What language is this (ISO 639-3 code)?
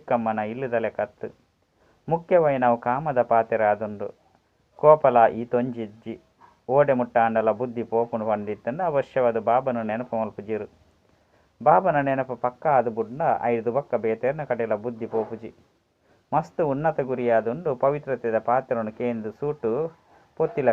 tcy